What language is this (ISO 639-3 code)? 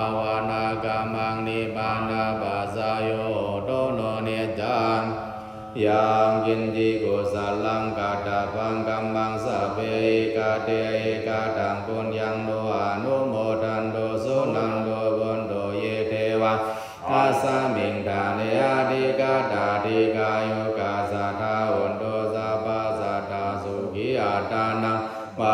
pli